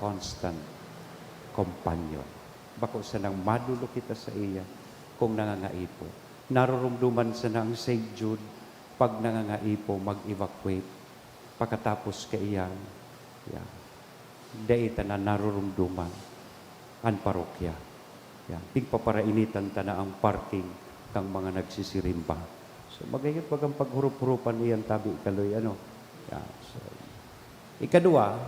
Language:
Bikol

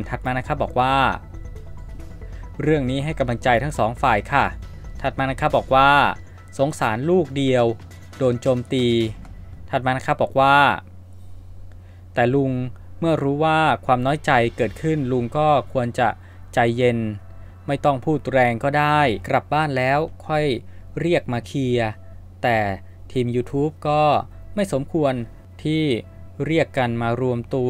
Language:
Thai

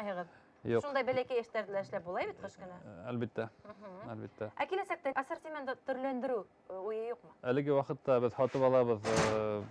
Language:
Bashkir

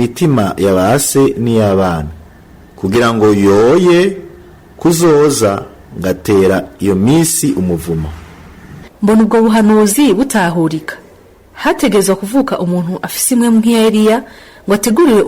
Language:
Rundi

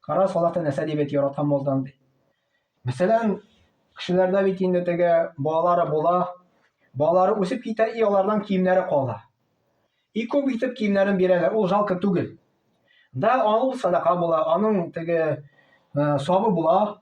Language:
Tatar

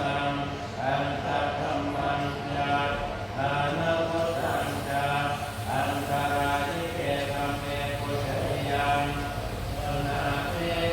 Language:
Pali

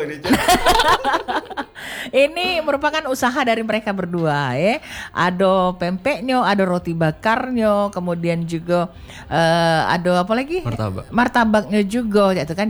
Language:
Indonesian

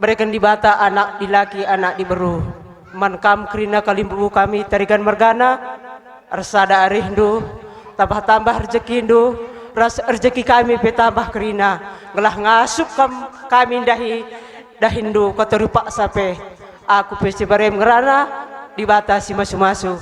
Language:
Batak Karo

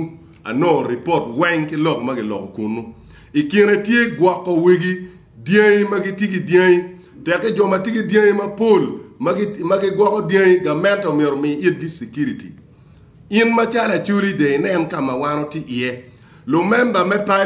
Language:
Acoli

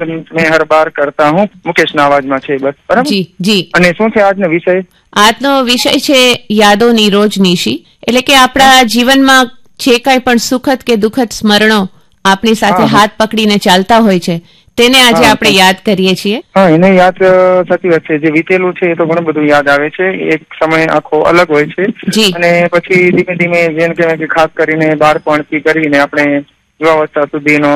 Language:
Gujarati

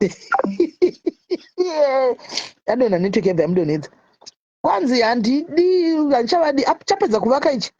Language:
Shona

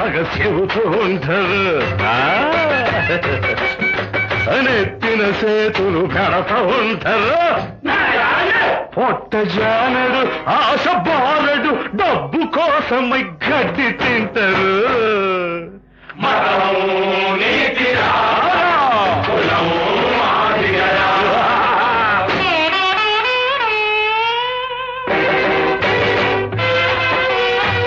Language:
Telugu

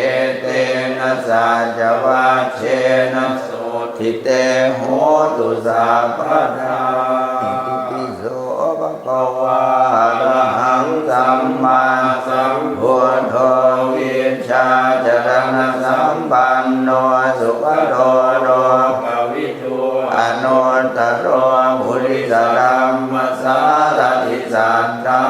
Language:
Pali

